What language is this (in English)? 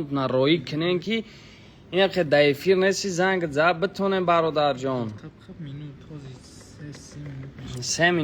Tajik